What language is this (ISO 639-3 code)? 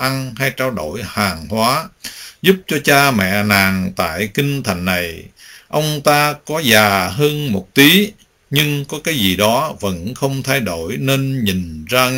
vie